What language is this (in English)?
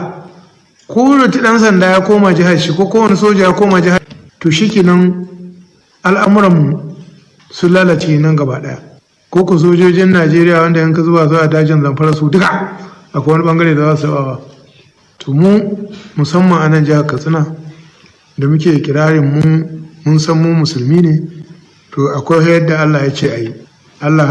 Hausa